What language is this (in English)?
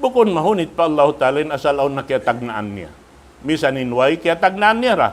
Tausug